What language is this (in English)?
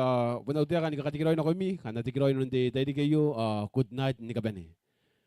Gilbertese